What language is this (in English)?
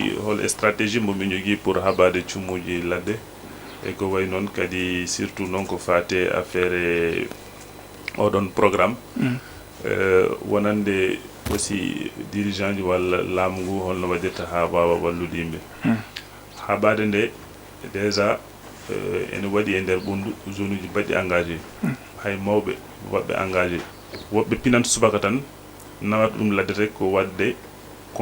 Fula